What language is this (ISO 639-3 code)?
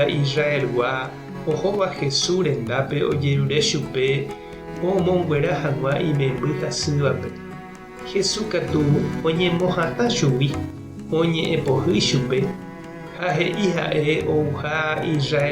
grn